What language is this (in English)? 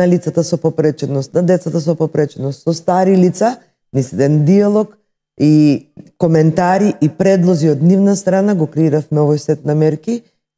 Macedonian